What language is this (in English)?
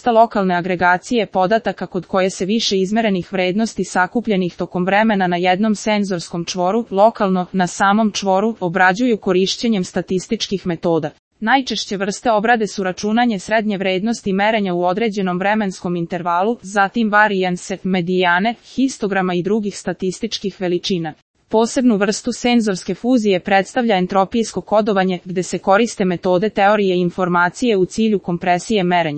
Serbian